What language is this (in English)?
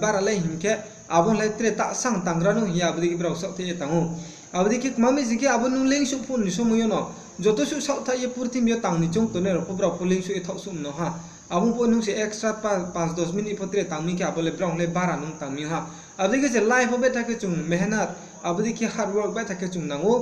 Riang (India)